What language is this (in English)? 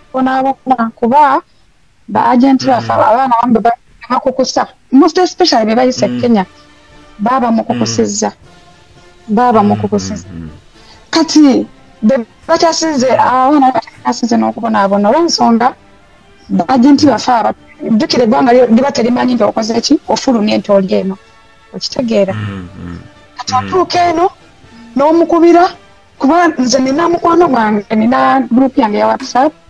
Ganda